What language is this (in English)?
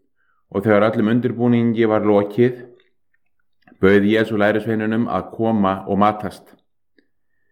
Icelandic